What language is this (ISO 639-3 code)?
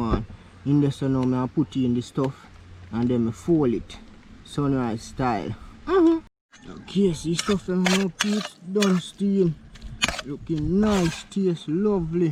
jam